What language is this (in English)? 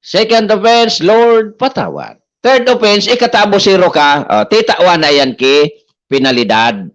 Bikol